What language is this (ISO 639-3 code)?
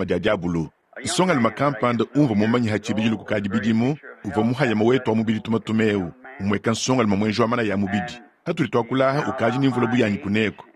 lua